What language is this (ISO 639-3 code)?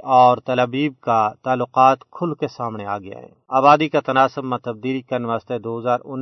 gju